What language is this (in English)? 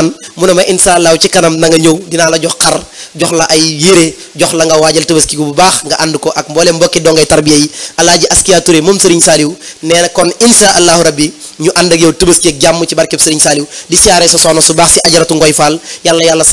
Wolof